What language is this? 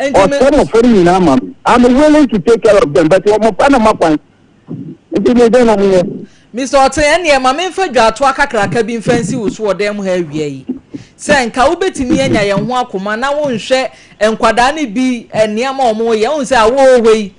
Akan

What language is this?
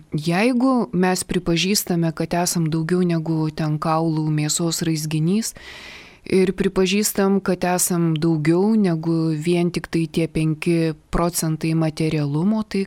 Lithuanian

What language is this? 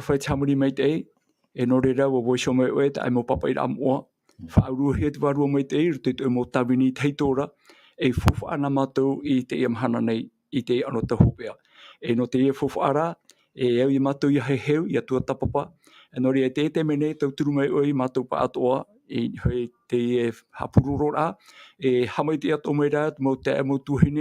Tahitian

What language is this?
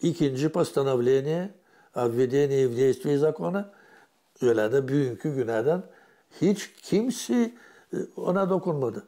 Gagauz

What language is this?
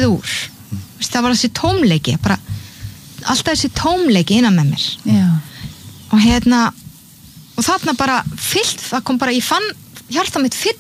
Icelandic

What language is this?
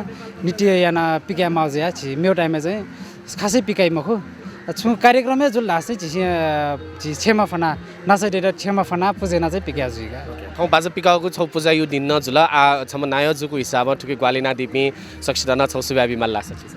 Newari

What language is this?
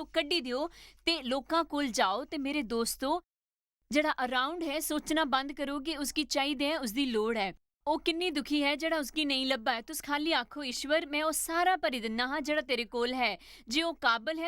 Dogri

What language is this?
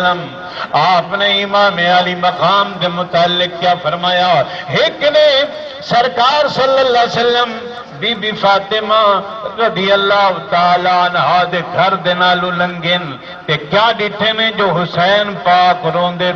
Saraiki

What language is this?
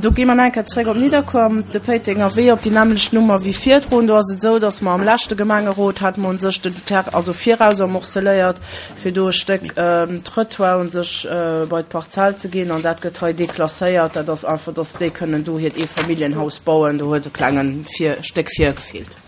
Luxembourgish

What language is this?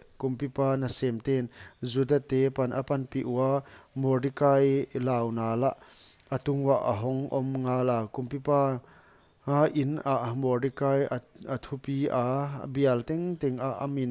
Paite Chin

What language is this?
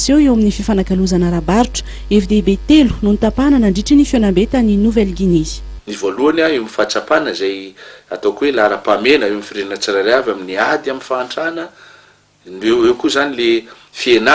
Malagasy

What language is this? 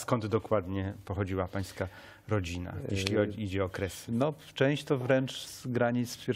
Polish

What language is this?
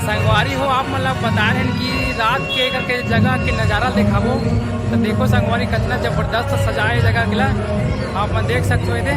Chhattisgarhi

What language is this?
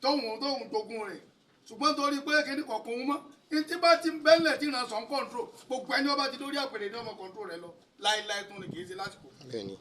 Yoruba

